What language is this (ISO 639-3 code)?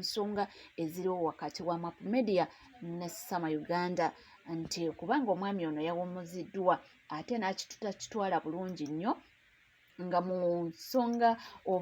lug